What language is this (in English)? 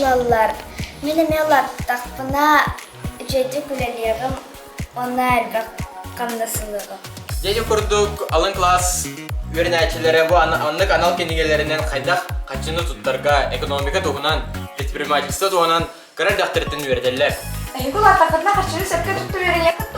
Yakut